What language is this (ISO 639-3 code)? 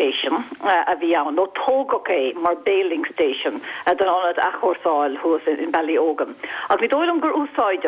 gle